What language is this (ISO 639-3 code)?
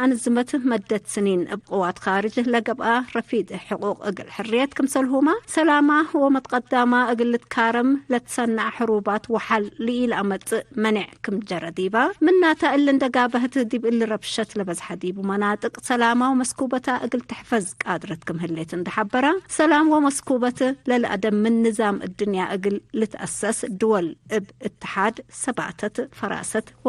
tig